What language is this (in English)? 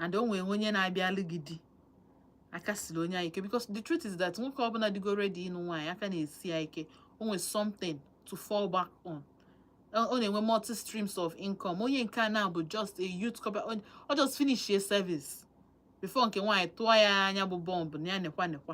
Igbo